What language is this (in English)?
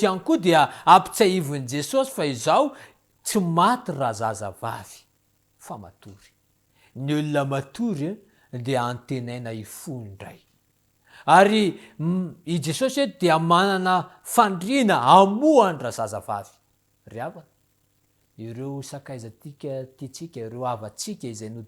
Malagasy